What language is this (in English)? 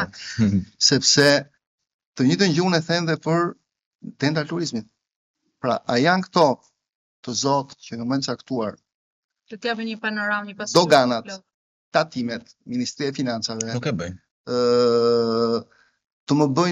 Albanian